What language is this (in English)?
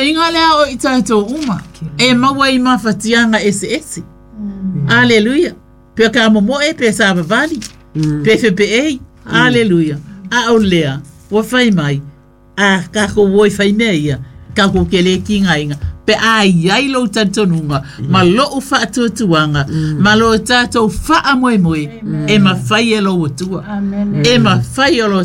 Samoan